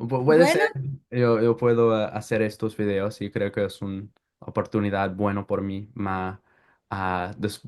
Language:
Ladino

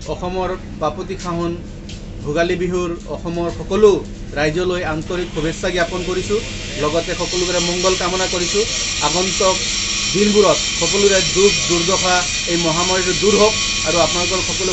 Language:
Assamese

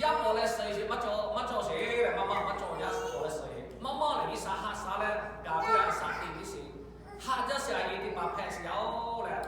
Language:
Lahu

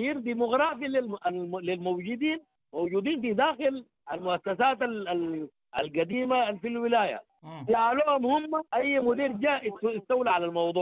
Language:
Sudanese Arabic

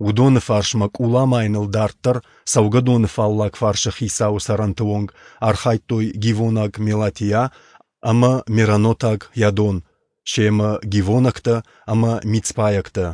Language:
Ossetic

